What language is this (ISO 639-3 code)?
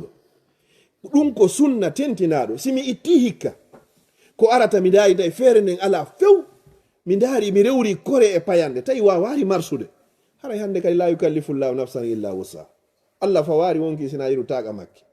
ful